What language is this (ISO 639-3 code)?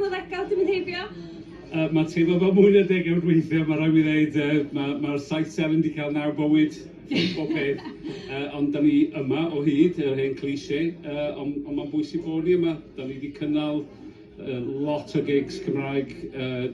cym